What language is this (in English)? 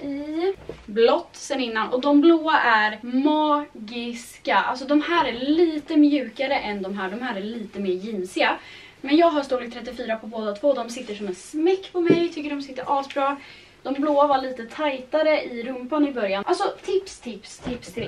Swedish